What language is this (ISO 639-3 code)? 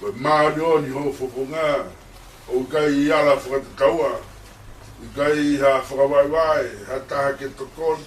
ton